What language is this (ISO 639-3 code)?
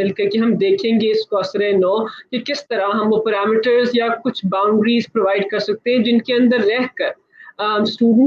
urd